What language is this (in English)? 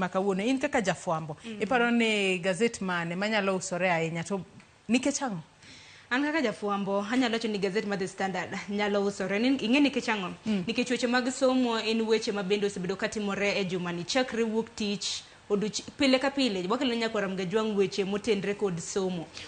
Luo (Kenya and Tanzania)